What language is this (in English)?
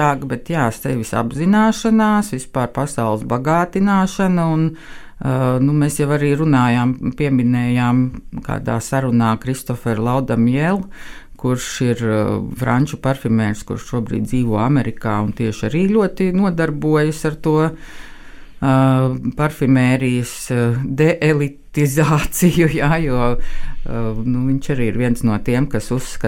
Latvian